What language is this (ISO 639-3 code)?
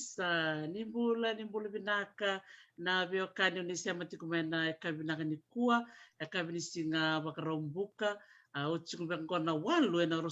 fij